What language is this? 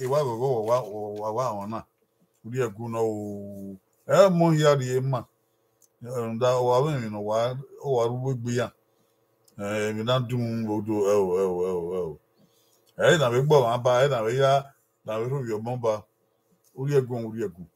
Bini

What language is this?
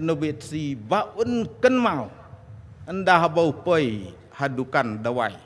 Khasi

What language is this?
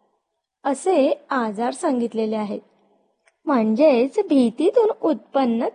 Marathi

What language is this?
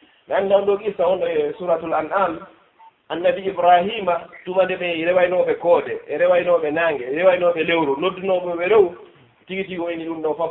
Fula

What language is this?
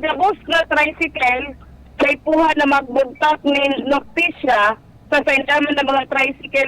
Bikol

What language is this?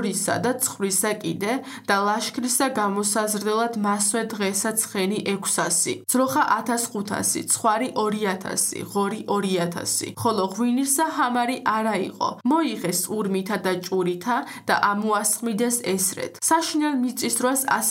Georgian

